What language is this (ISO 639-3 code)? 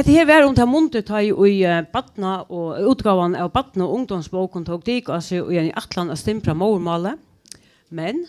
fao